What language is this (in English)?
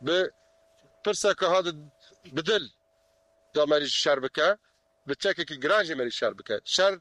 Kurdish